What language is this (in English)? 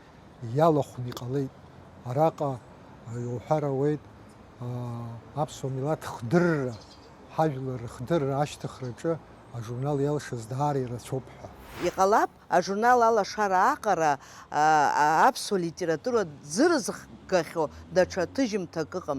Abkhazian